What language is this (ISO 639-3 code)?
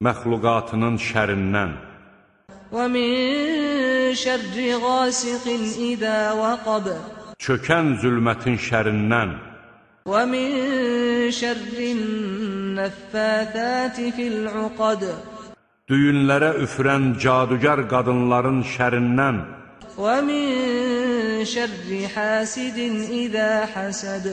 aze